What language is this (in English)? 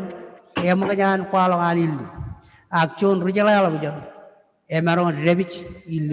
Marshallese